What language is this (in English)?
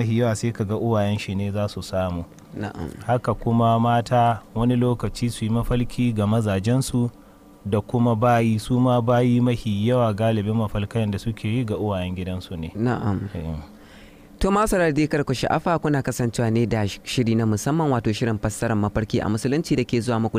Hausa